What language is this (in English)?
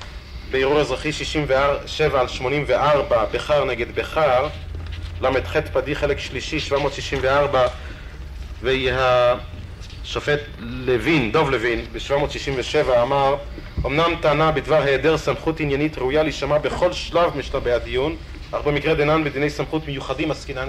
Hebrew